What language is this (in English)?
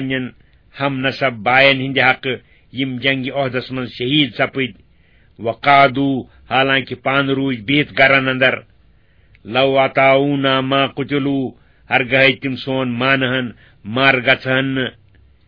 Kashmiri